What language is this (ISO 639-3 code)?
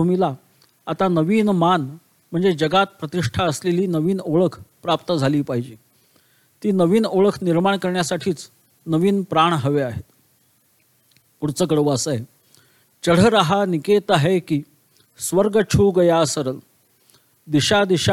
mar